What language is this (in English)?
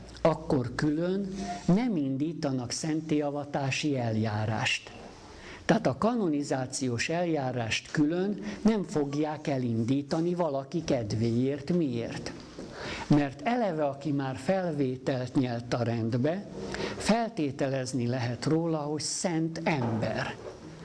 Hungarian